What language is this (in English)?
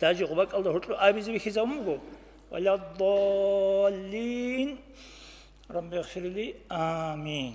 Avaric